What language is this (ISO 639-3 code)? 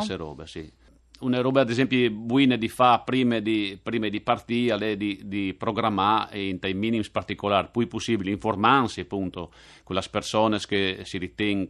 fur